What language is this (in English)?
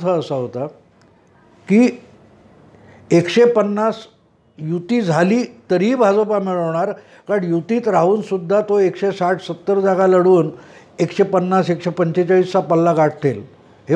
Marathi